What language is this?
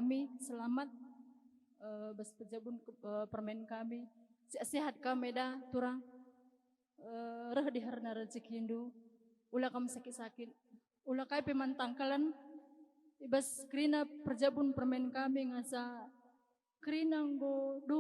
Batak Karo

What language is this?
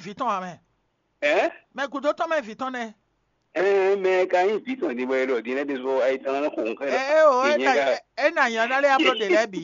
Fon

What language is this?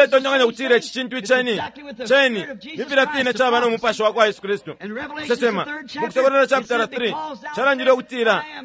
Bemba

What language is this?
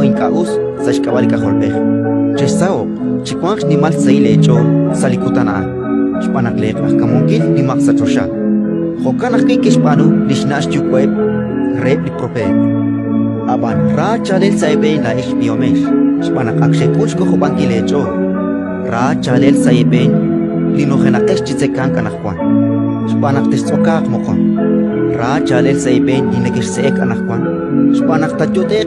Kekchí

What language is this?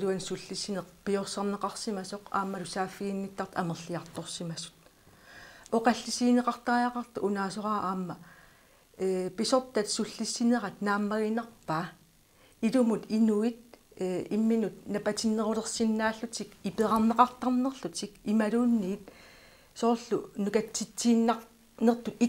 Kalaallisut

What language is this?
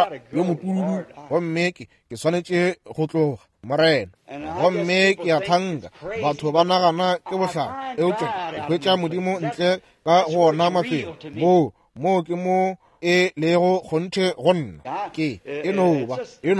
Northern Sotho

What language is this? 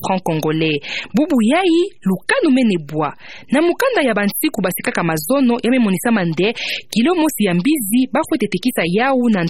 Kituba (Democratic Republic of Congo)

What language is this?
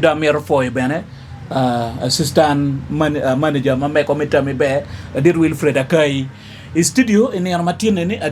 Acoli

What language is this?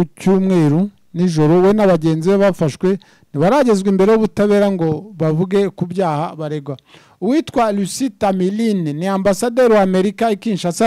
Kinyarwanda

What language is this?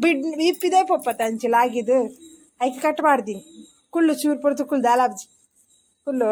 Tulu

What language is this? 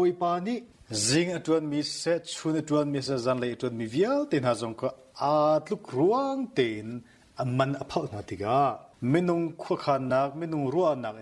Hakha Chin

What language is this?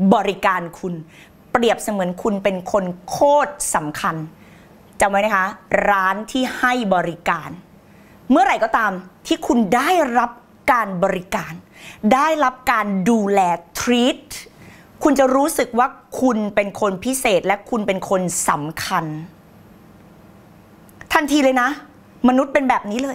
Thai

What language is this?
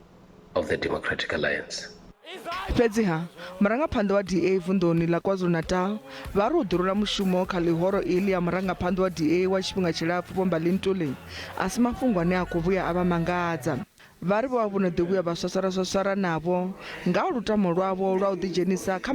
Venda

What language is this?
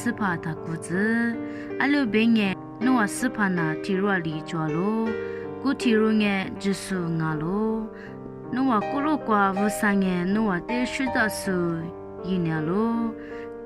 Lisu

